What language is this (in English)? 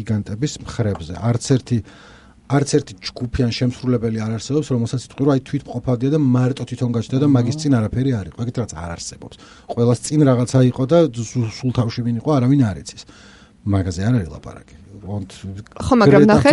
Georgian